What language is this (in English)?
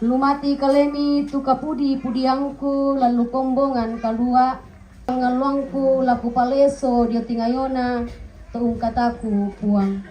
Toraja-Sa'dan